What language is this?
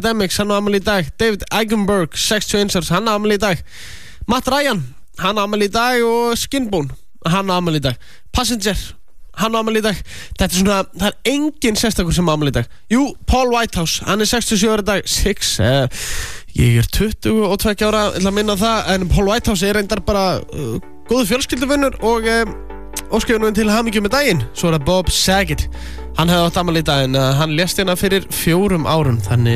Icelandic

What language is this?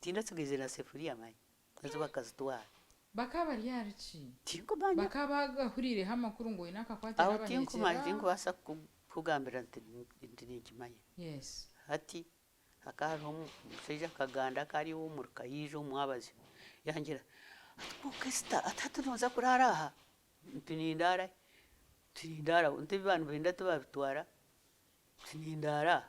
Nyankole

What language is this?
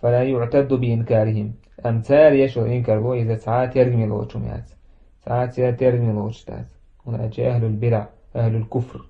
Chechen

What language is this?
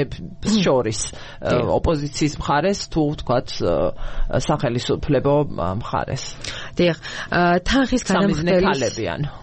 Georgian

